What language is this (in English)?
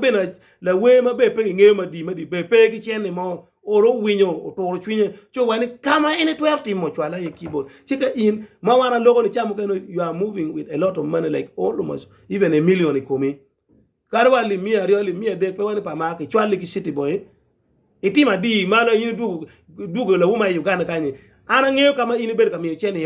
Acoli